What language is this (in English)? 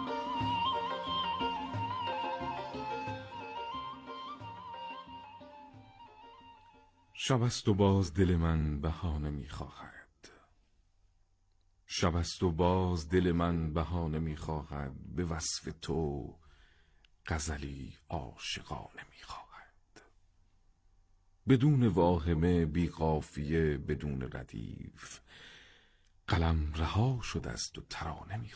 Persian